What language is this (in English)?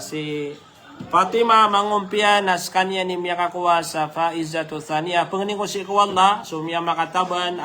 Maranao